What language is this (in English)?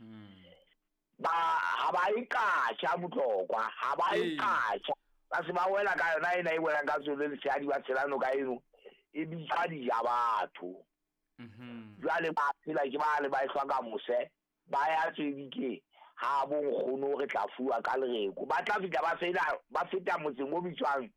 Southern Sotho